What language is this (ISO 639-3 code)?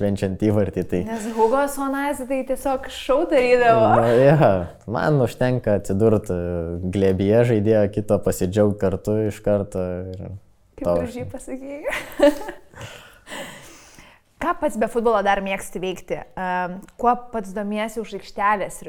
lit